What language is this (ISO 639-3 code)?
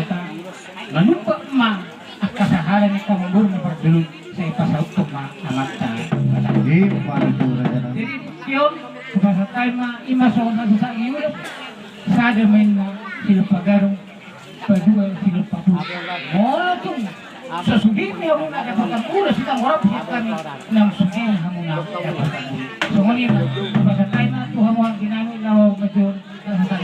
bbc